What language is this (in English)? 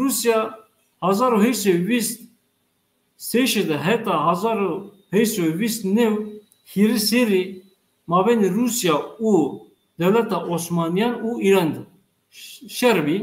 Zaza